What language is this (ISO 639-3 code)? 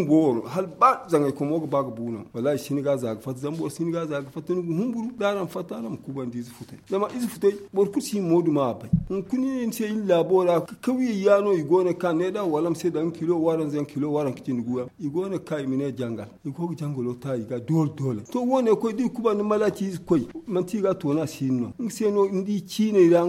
dje